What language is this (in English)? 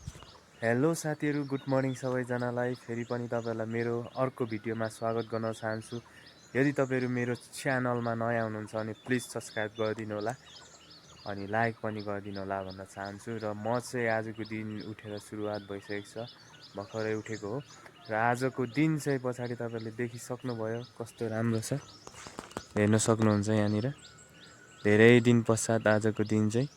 Nepali